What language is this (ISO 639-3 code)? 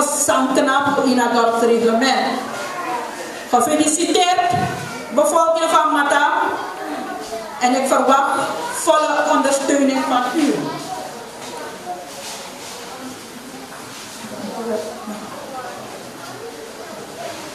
nld